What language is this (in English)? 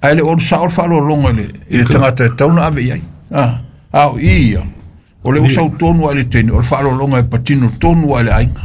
Samoan